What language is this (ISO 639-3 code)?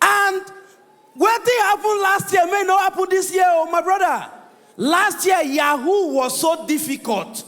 pcm